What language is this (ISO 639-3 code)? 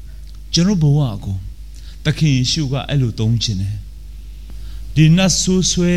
mya